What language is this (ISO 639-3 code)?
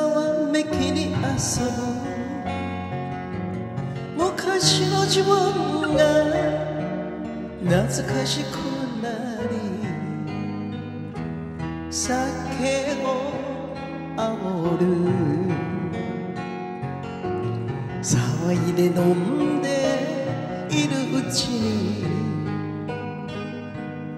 jpn